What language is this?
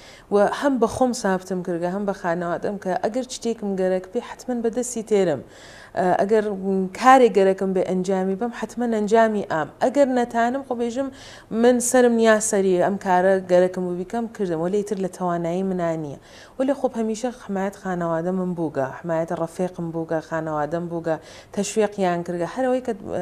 Central Kurdish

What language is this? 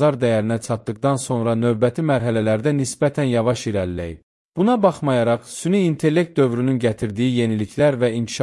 Azerbaijani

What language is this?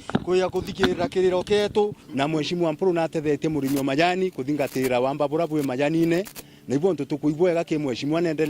Meru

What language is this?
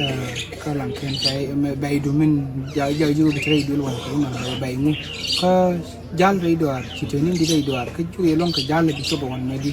Nuer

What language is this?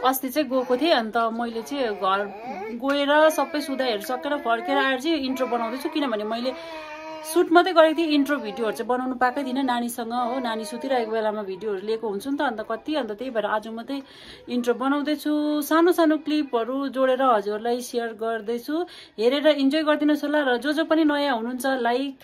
Nepali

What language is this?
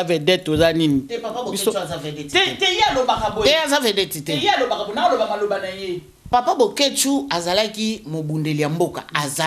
Lingala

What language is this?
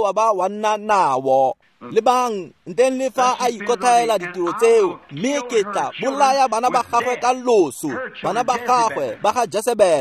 Tswana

